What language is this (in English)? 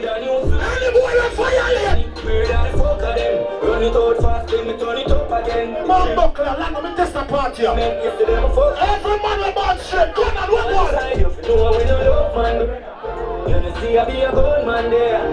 Jamaican Creole English